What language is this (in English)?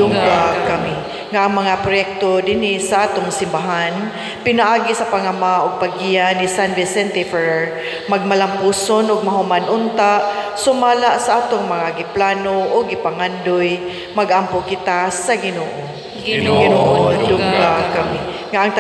Cebuano